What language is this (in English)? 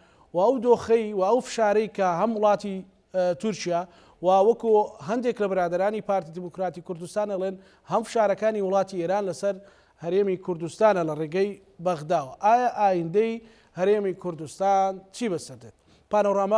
Central Kurdish